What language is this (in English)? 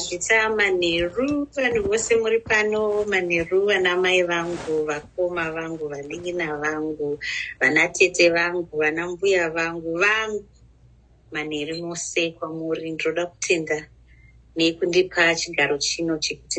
Shona